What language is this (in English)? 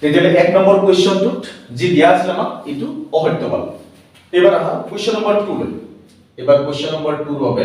Assamese